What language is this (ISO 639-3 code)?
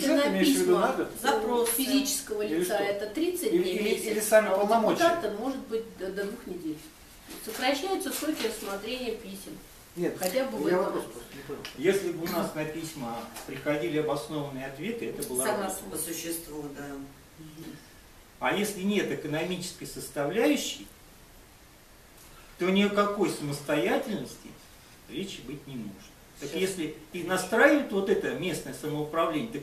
rus